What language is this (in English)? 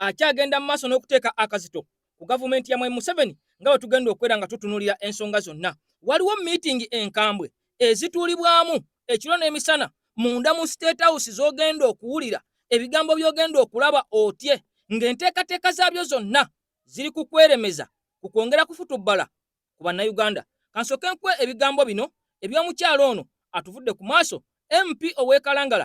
Ganda